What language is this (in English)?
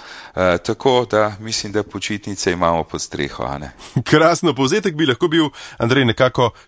Slovenian